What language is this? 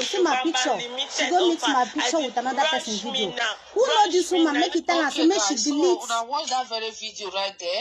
Nigerian Pidgin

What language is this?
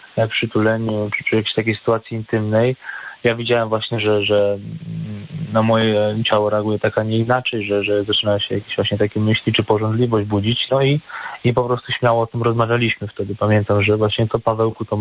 Polish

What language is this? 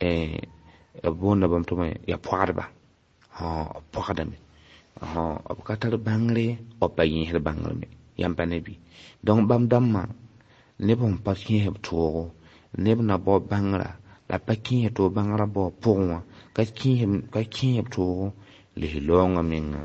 Mossi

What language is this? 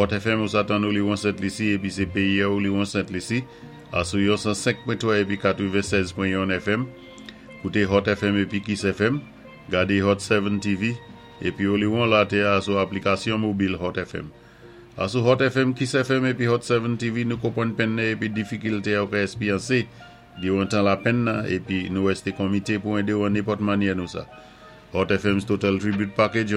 Saint Lucian Creole French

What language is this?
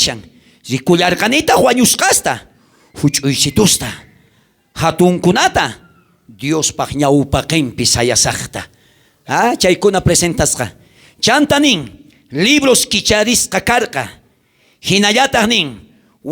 South Bolivian Quechua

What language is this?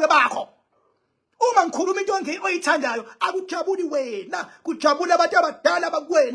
Zulu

